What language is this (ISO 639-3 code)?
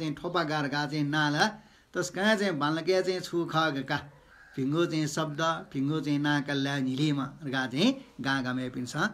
new